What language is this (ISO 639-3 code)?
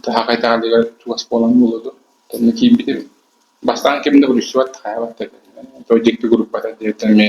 sah